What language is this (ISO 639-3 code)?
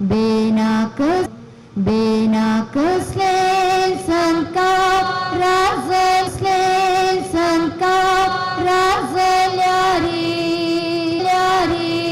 kok